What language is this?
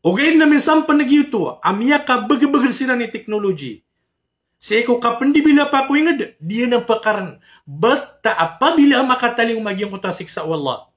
Maranao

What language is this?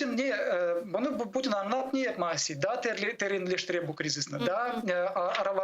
Crimean Tatar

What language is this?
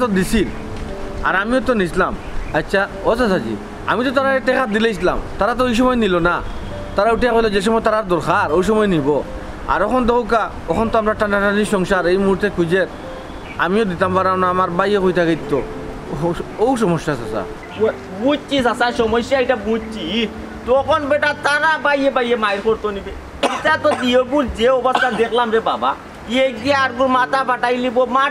Sylheti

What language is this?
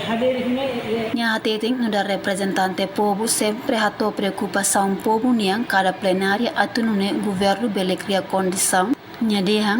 Tetum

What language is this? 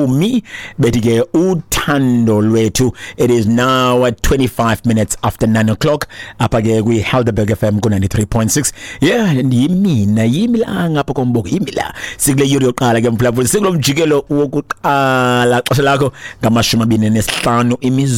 Xhosa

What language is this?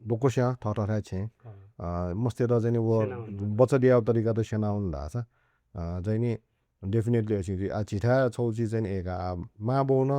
Newari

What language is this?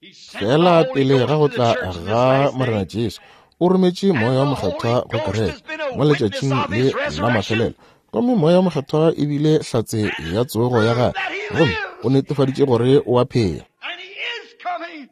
Northern Sotho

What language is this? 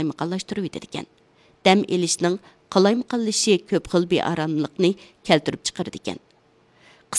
Uyghur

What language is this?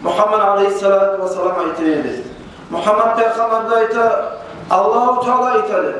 Kumyk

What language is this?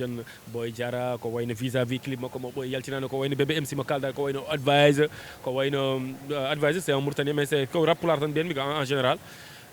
Fula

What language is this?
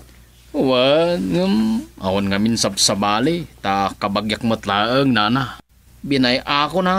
Iloko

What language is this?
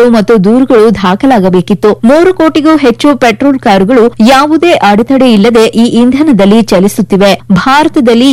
Kannada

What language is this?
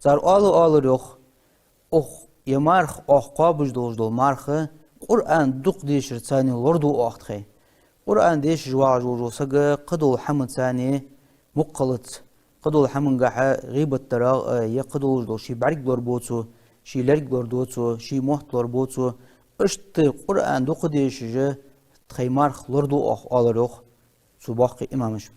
Ingush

